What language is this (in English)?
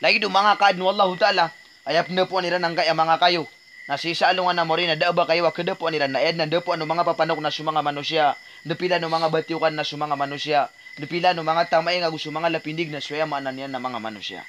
Maranao